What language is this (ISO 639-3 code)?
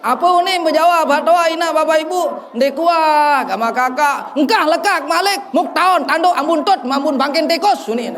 sas